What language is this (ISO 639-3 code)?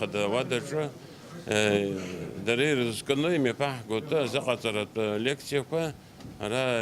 abk